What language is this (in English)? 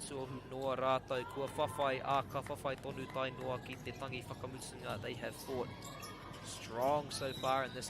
Māori